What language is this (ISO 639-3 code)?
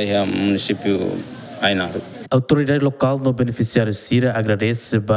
tet